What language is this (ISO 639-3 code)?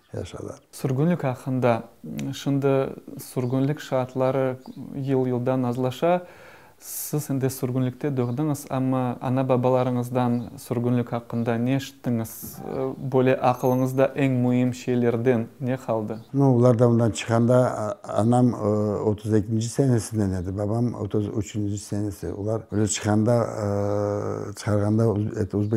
crh